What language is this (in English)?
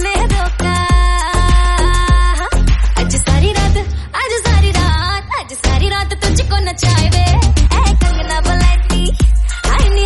Hindi